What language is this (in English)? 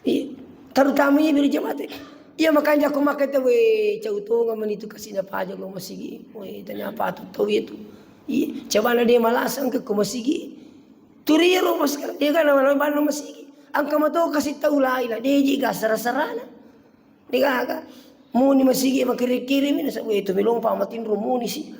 Buginese